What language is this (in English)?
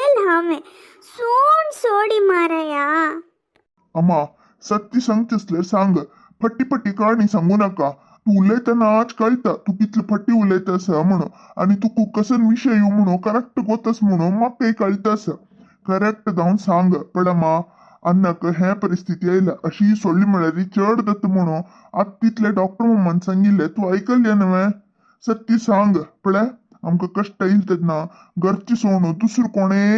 Konkani